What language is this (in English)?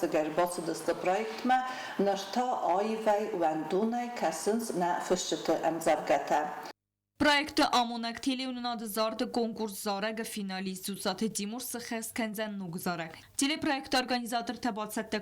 Ossetic